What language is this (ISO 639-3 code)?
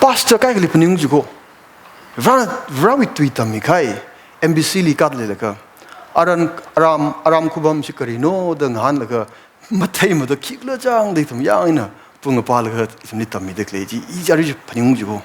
nmf